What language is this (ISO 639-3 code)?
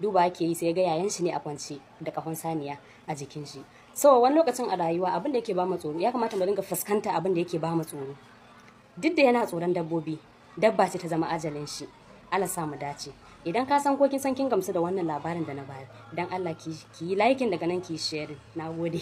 hau